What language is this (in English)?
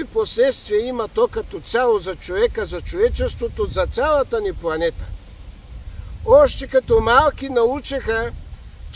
Bulgarian